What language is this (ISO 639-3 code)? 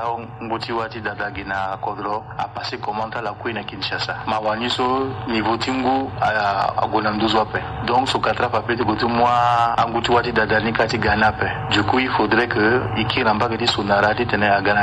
sag